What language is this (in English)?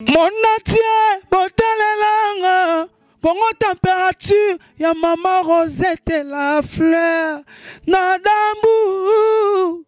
Lingala